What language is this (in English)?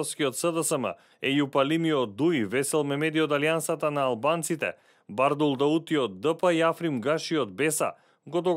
Macedonian